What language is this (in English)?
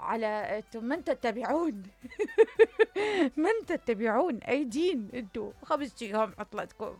Mesopotamian Arabic